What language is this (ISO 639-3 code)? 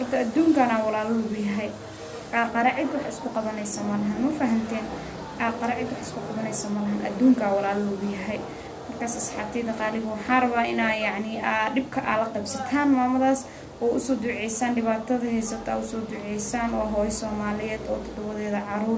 som